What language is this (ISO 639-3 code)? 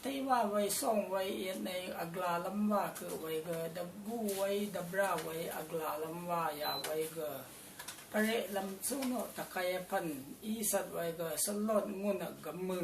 raw